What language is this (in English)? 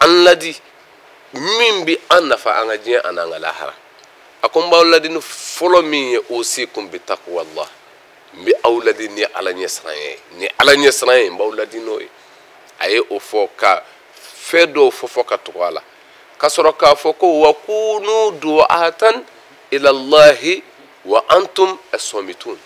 Bambara